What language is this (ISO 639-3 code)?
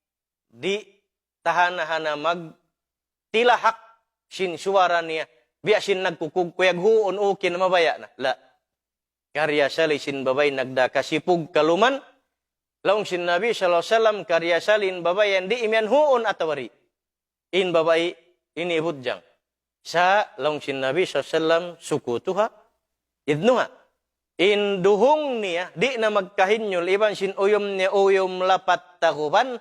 tsg